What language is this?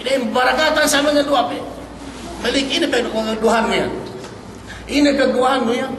Yakan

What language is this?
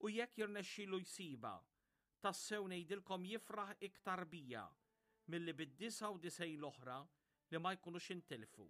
Maltese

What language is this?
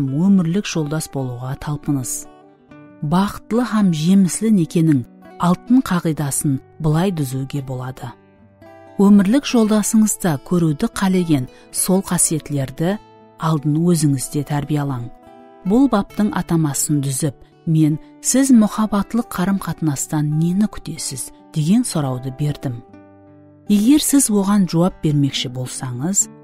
Kara-Kalpak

